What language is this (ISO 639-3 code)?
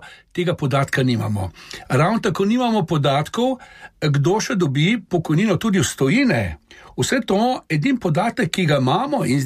slv